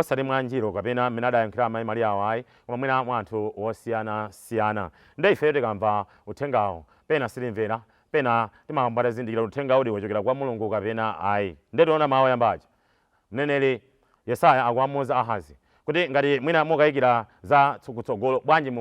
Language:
Nyanja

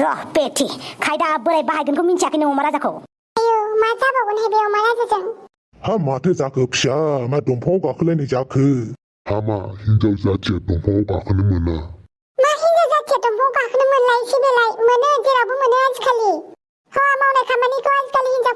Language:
Bodo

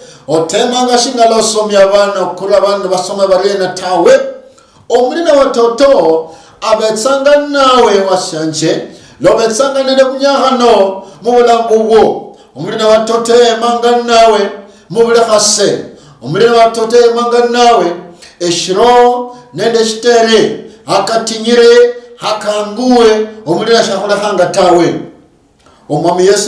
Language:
Luyia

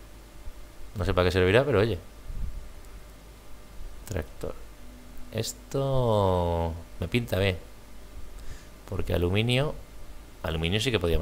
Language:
Spanish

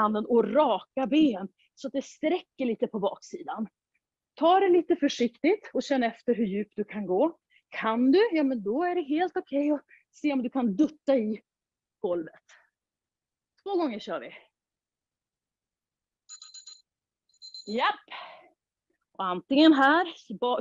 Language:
Swedish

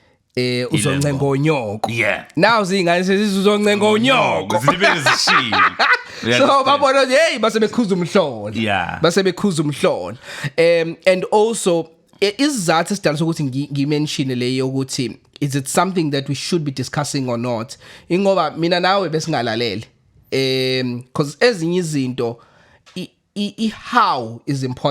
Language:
Zulu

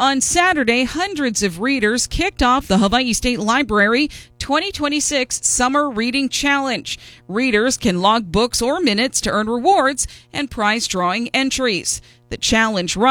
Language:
English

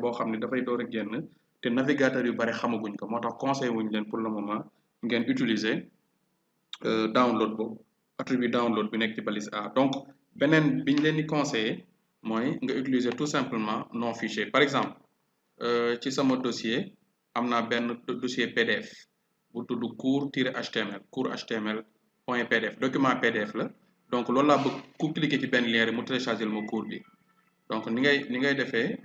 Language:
Wolof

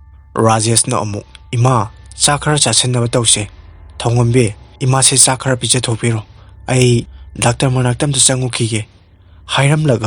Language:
Manipuri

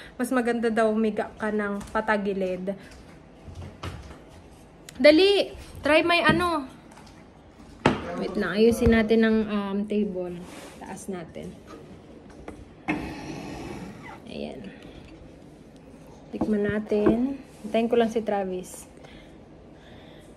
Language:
Filipino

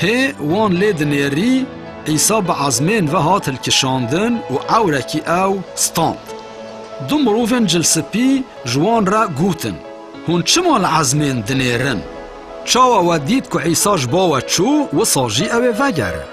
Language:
Kurdish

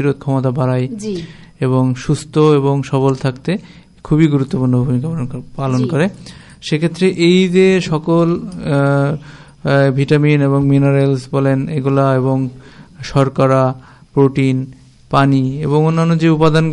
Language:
Bangla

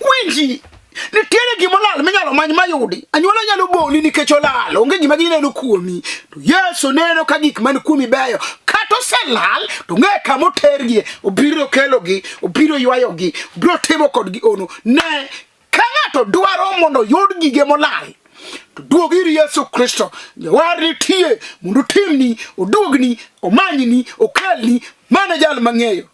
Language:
Luo (Kenya and Tanzania)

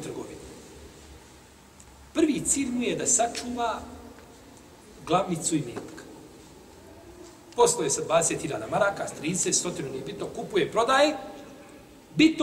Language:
Bosnian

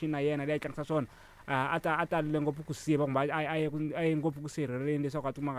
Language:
Tsonga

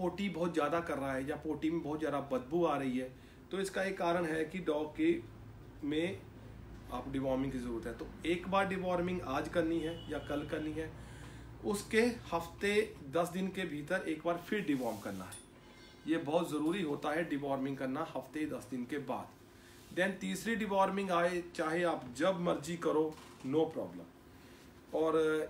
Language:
Hindi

